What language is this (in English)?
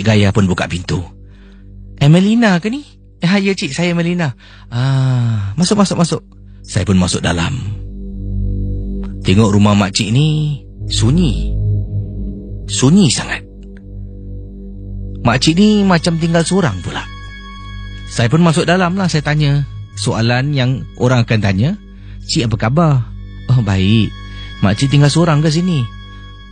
Malay